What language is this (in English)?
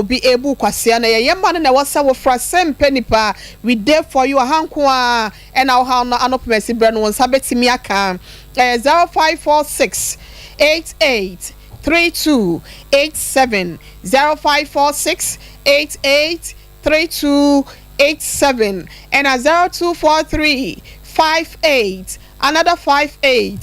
Akan